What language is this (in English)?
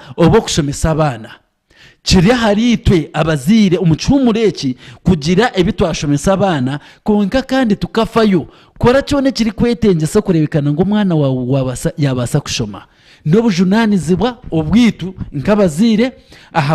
Nyankole